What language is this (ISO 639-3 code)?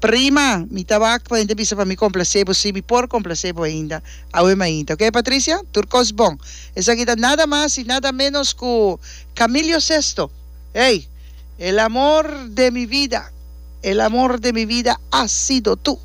pap